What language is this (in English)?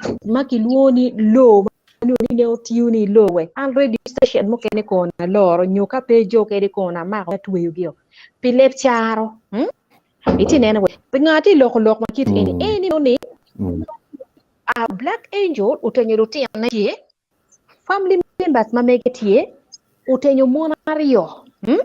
Acoli